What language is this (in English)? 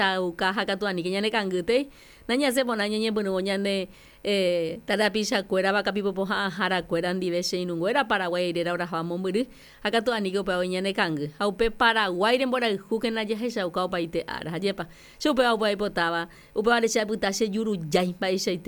Guarani